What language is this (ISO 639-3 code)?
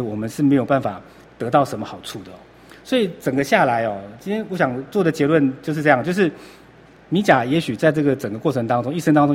zho